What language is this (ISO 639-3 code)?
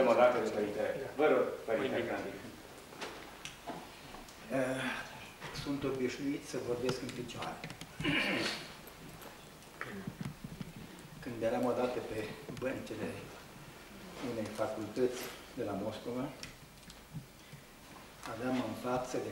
ron